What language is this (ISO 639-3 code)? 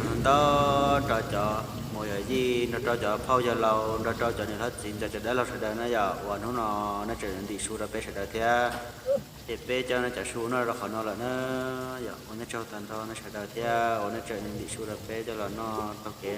hmn